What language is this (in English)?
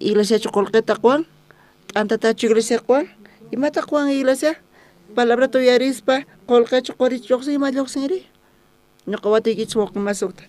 South Bolivian Quechua